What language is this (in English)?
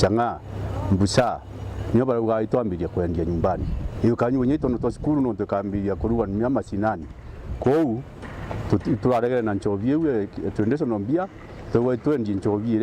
Meru